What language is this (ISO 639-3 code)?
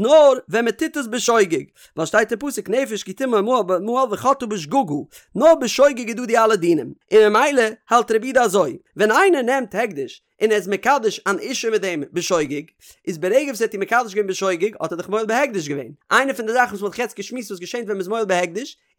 yid